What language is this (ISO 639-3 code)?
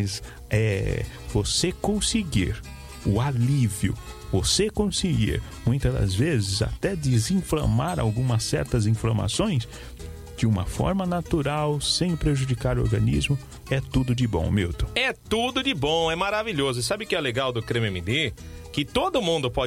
por